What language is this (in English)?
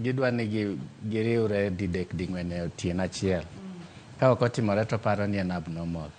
Luo (Kenya and Tanzania)